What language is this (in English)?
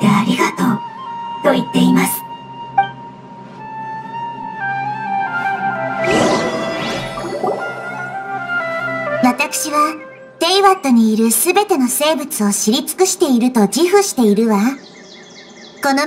Japanese